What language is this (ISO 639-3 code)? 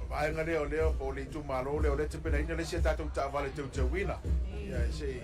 smo